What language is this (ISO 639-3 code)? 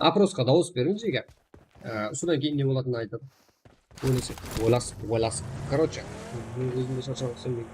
kaa